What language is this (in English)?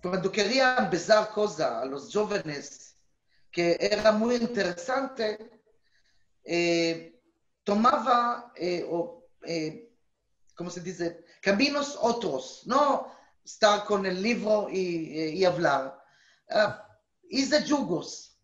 Ladino